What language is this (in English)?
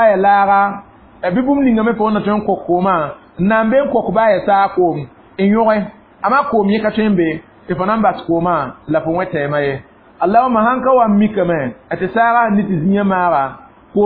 Mossi